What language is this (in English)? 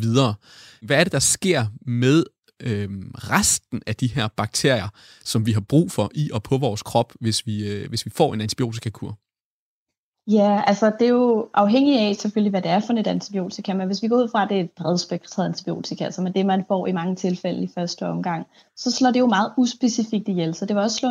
Danish